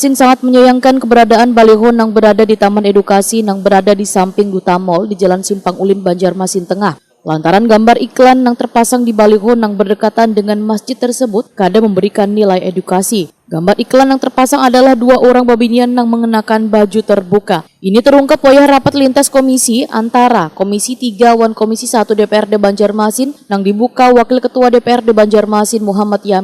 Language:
Banjar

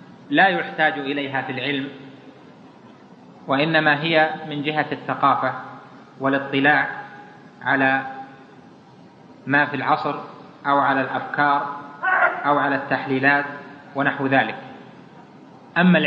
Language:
Arabic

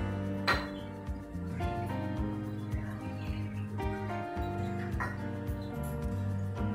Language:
Hindi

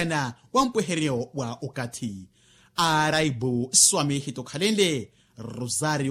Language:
Makhuwa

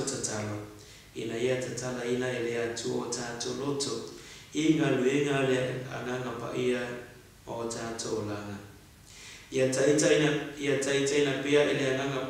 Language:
Samoan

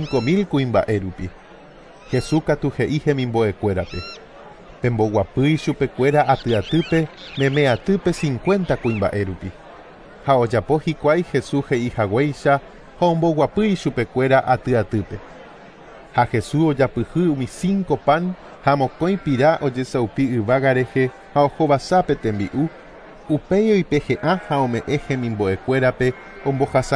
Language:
Guarani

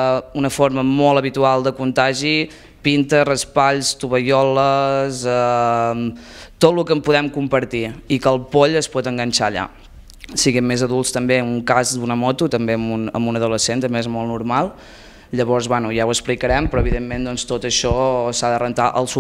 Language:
Catalan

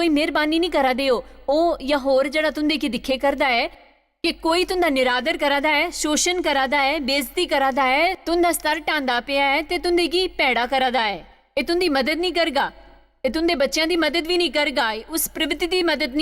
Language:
Dogri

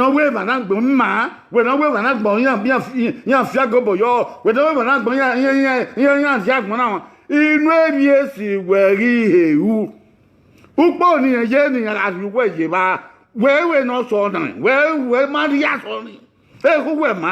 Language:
Bini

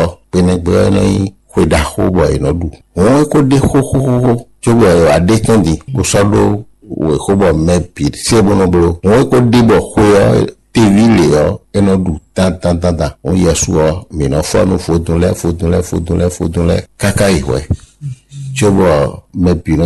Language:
Fon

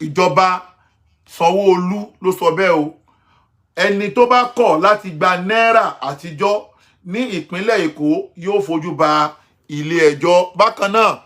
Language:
Yoruba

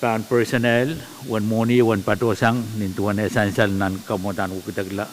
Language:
Pohnpeian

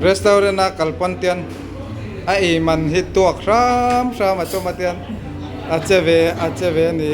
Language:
Mizo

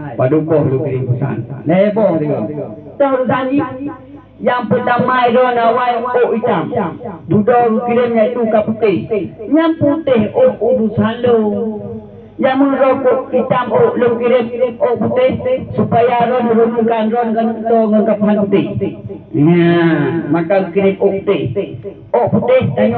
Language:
Achinese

